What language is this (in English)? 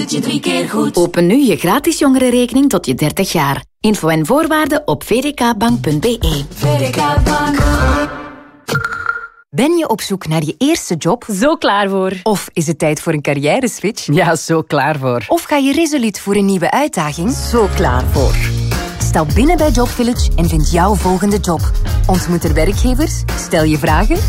Dutch